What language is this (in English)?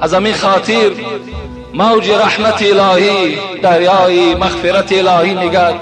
Tajik